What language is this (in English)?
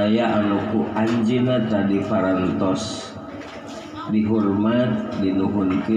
Sundanese